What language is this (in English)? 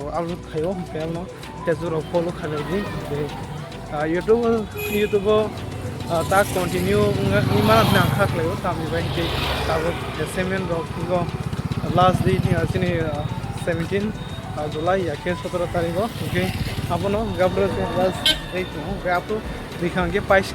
Kok Borok